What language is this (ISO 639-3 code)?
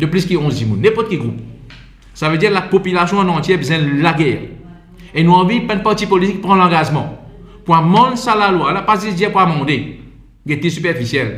mfe